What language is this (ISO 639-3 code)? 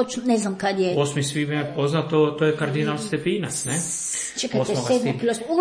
hrv